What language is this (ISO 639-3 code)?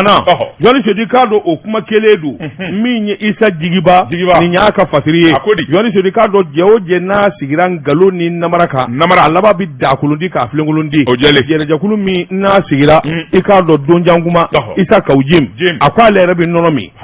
bam